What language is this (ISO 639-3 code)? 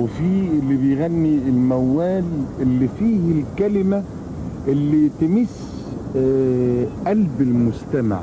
afb